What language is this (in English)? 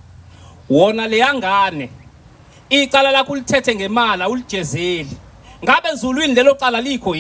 Zulu